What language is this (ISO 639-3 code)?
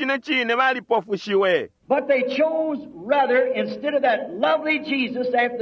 bem